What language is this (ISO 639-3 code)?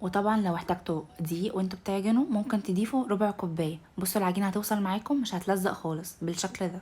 arz